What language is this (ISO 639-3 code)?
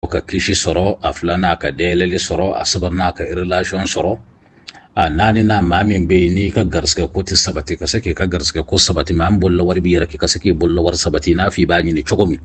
bam